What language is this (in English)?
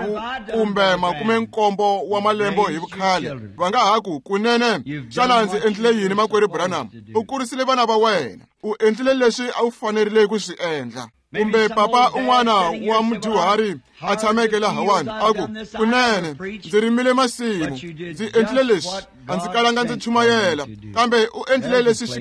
Tsonga